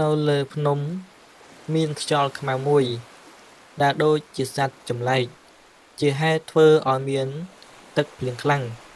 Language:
Khmer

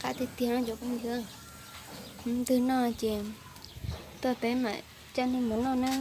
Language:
Hmong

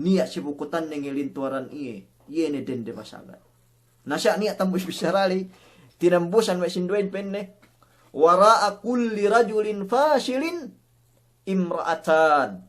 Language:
Yakan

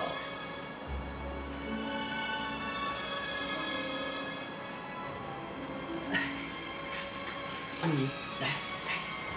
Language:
Min Nan Chinese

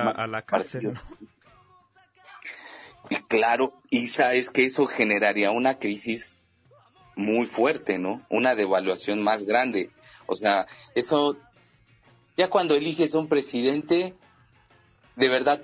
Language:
Spanish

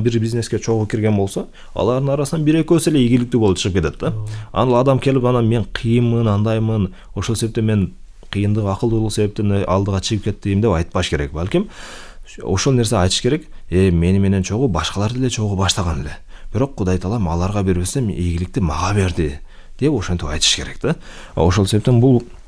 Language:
Kyrgyz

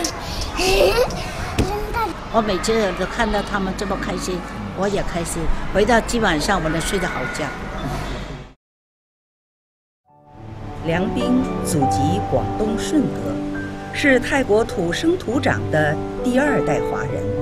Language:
Chinese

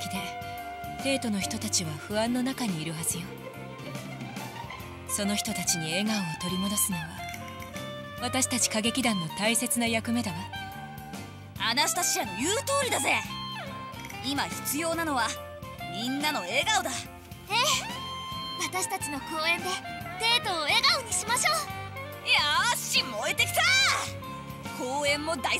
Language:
Japanese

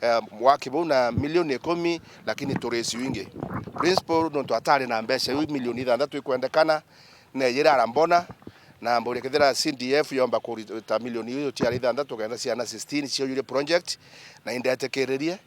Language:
Meru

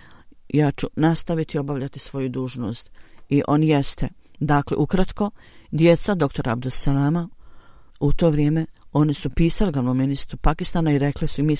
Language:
Bosnian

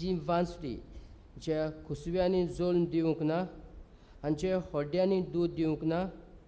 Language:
Konkani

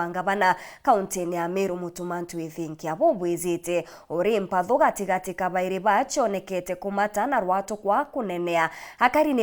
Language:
Meru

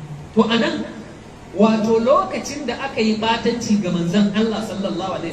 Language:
Hausa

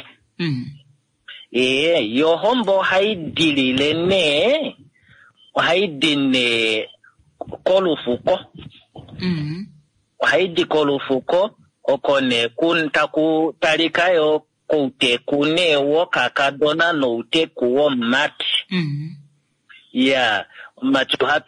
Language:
Kuanyama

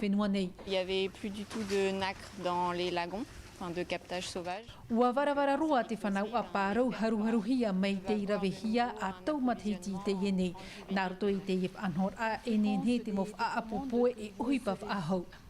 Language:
Tahitian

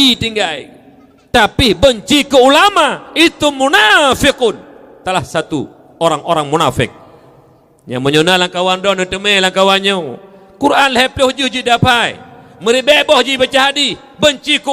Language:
Achinese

